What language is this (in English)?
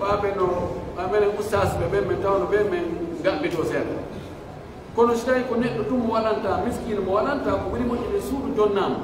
Pular